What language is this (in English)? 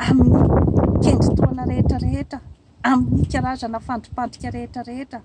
Malagasy